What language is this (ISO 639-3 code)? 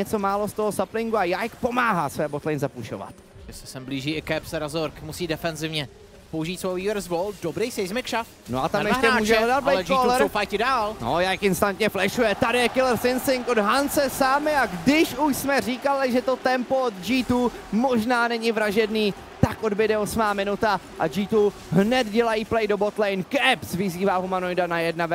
ces